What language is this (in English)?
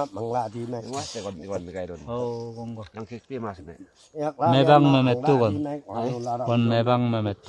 Limbu